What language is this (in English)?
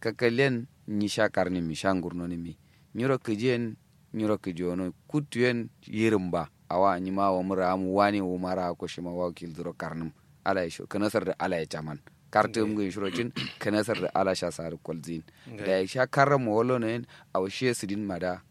Kanuri